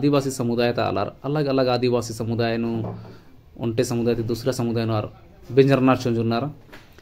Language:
Kurukh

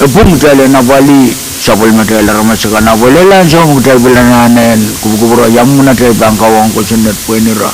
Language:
Pohnpeian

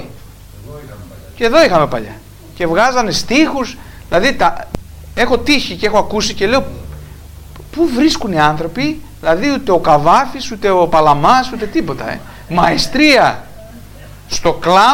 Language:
Greek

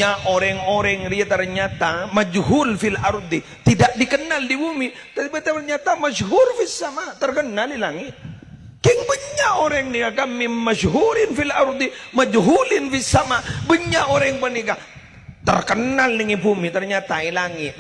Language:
Madurese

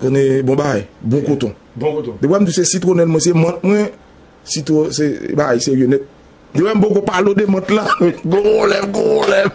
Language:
Haitian Creole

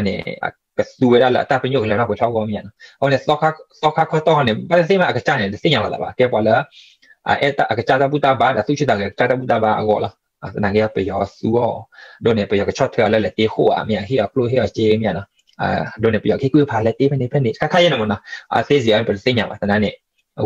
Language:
S'gaw Karen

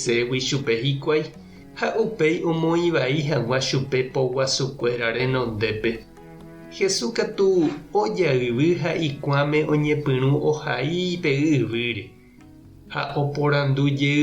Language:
Guarani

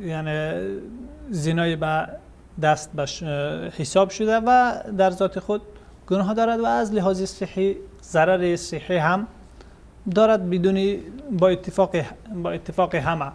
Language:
Persian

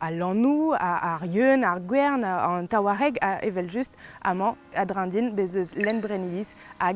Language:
Breton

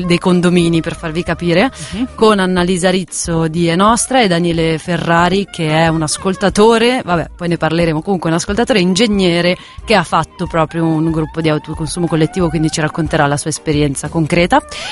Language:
Italian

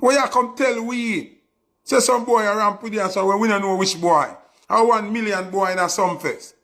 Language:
Jamaican Creole English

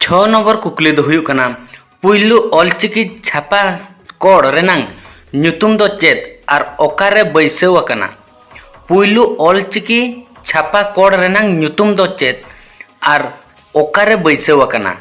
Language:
Santali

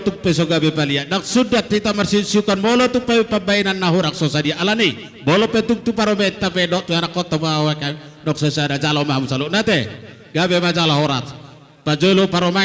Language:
Batak Toba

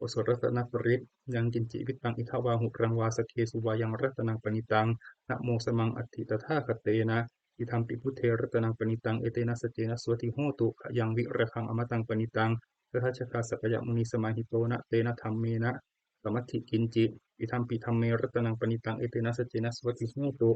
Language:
Pali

